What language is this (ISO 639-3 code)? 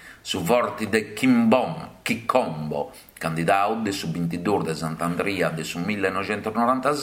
srd